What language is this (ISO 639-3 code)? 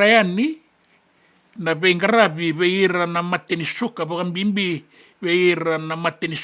fij